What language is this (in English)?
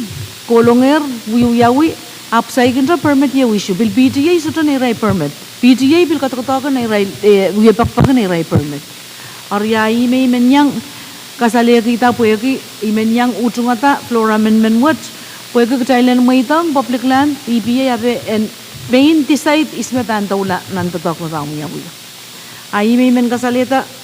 Pohnpeian